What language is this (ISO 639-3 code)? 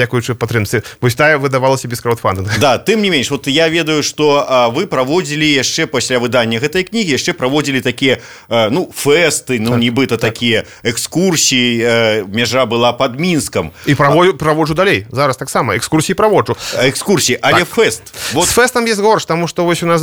bel